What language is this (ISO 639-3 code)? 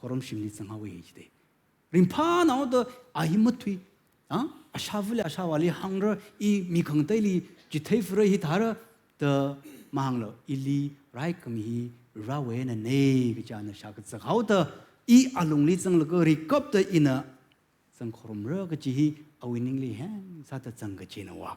nmf